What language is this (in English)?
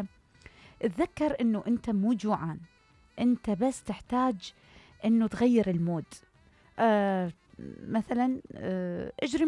Mesopotamian Arabic